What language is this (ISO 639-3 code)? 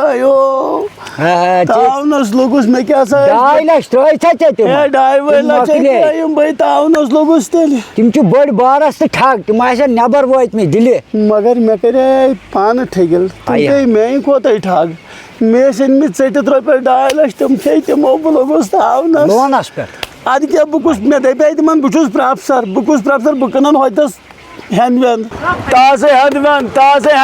kas